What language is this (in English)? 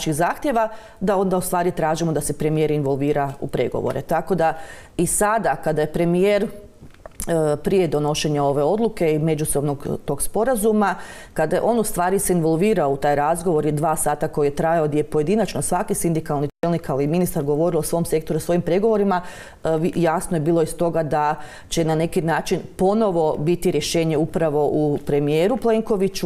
Croatian